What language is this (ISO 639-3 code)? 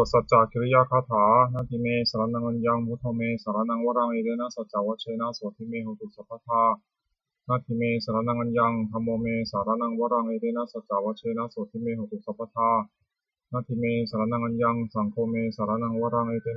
pli